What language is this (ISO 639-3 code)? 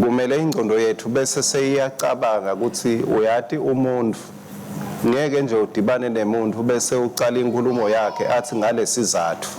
ssw